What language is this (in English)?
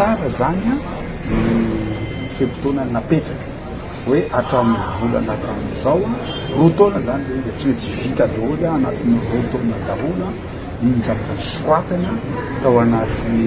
Malagasy